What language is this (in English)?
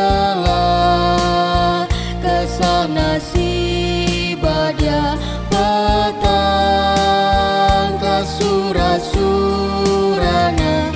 Batak Karo